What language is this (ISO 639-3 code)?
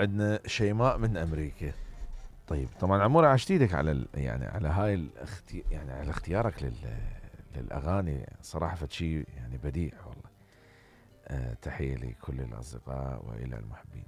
acm